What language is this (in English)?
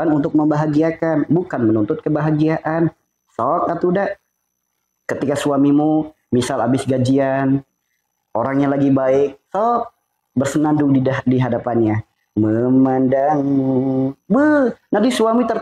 Indonesian